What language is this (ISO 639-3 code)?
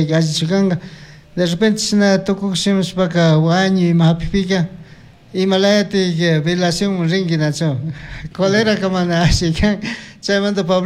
qug